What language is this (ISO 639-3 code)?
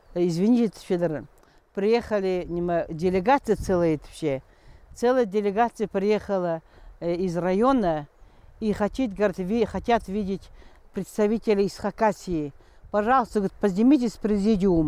kjh